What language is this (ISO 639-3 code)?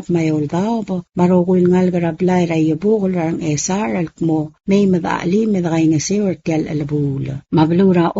pau